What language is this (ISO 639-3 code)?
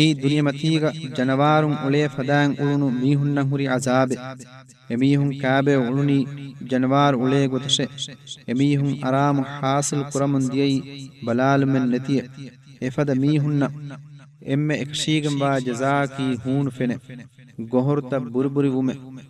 div